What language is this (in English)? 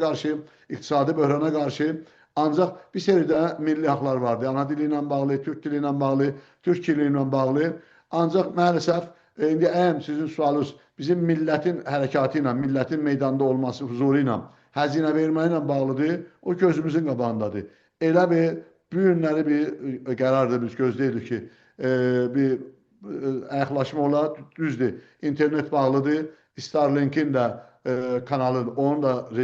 South Azerbaijani